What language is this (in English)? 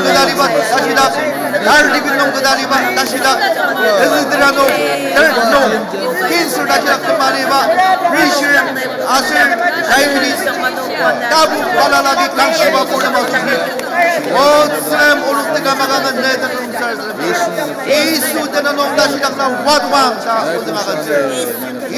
Ao Naga